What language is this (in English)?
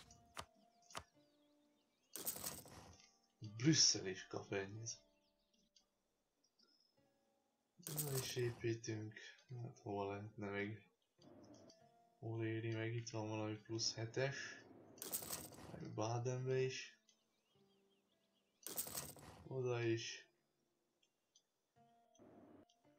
Hungarian